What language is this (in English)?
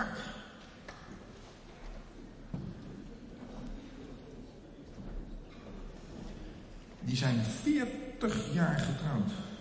Dutch